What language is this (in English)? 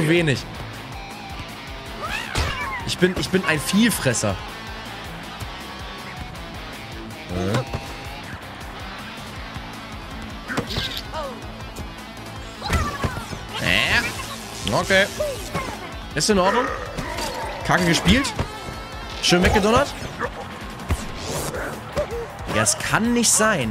German